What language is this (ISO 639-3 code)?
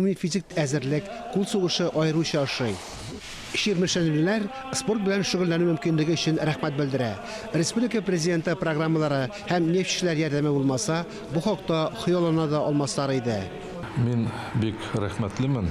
tat